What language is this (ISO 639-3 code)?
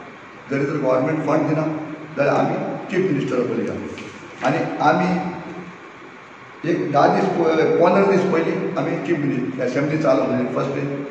kok